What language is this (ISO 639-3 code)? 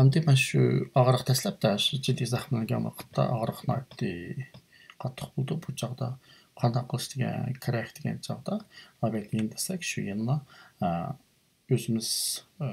uig